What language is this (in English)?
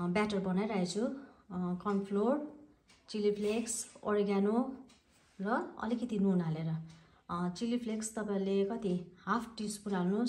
Nepali